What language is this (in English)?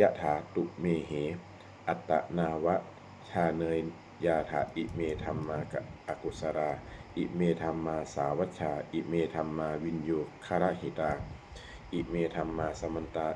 Pali